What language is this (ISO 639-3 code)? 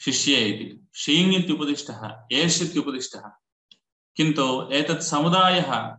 san